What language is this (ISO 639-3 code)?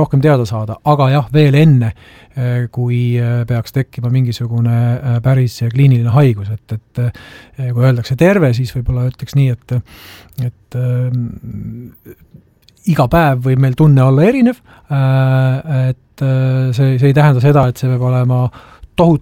est